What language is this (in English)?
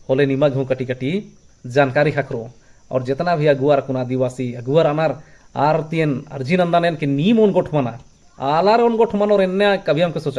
Kurukh